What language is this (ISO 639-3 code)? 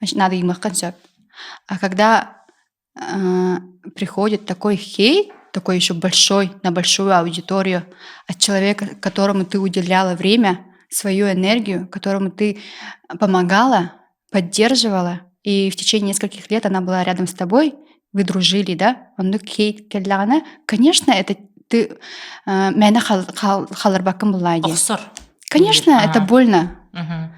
sah